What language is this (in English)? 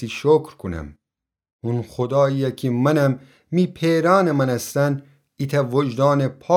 Gilaki